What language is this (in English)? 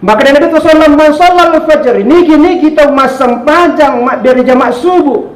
Buginese